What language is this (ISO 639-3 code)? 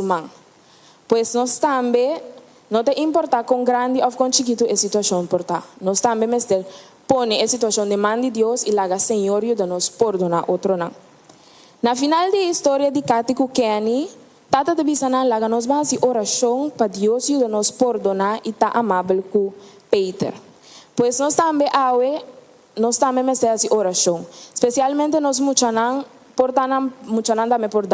pap